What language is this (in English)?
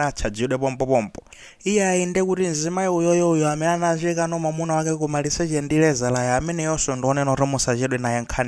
Nyanja